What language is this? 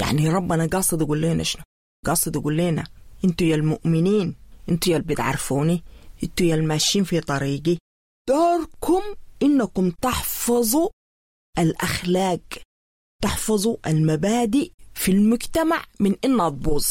Sudanese Arabic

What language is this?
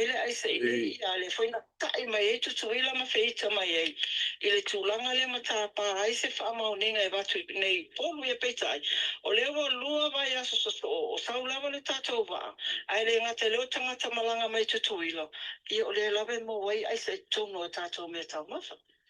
Samoan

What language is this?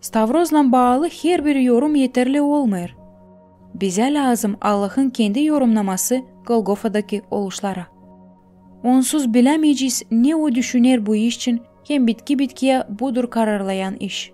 Gagauz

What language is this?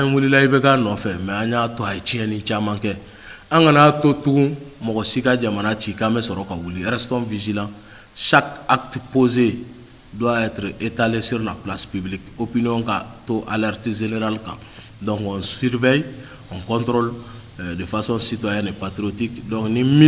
Bambara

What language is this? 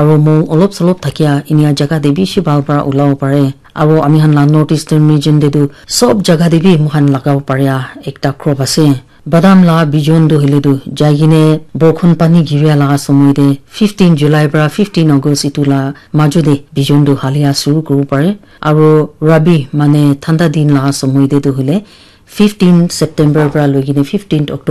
Naga Pidgin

